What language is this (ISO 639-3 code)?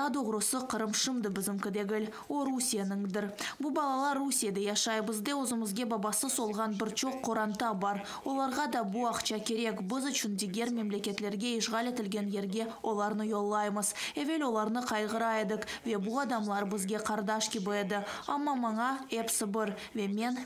crh